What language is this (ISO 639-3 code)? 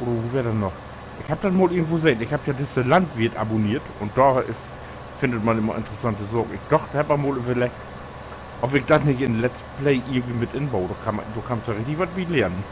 nds